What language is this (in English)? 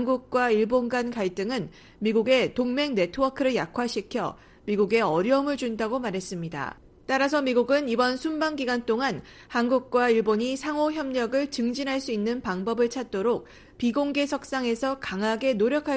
Korean